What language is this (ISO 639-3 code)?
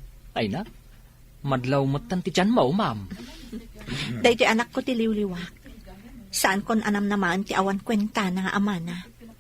ilo